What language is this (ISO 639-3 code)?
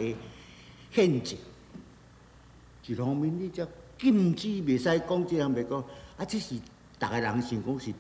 nan